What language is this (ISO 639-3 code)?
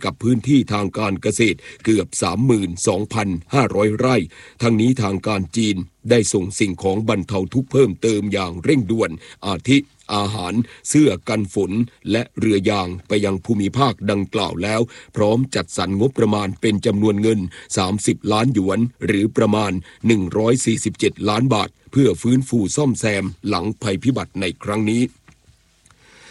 tha